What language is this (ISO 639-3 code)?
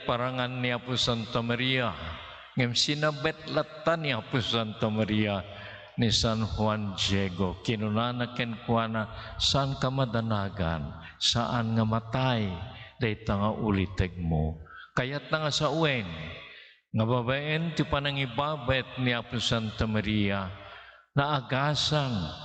ilo